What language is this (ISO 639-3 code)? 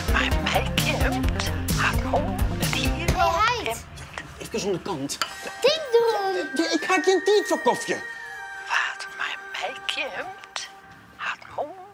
fry